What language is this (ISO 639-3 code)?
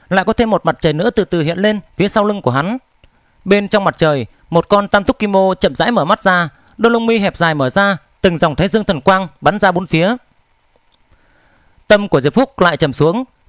vie